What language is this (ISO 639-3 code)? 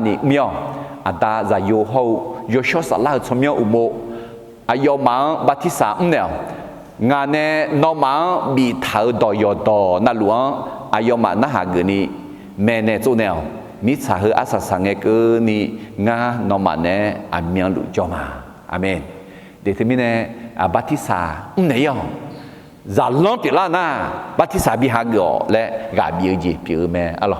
ahk